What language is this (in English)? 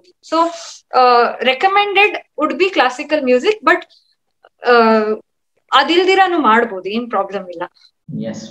Kannada